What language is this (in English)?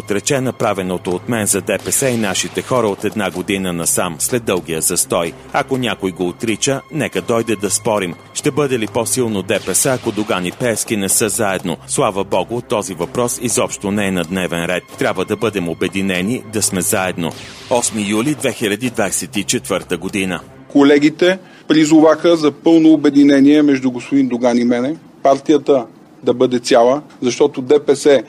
Bulgarian